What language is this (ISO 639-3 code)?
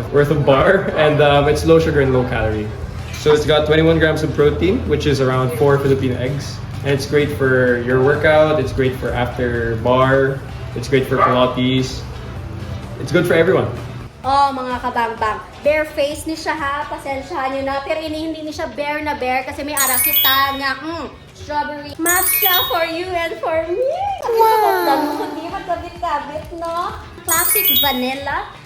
hil